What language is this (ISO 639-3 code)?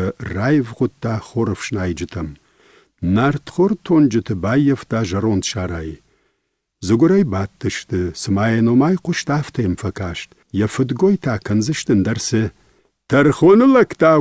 oss